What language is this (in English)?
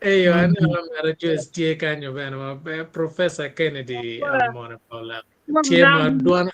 Acoli